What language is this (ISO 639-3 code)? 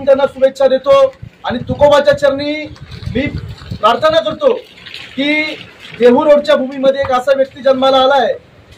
mar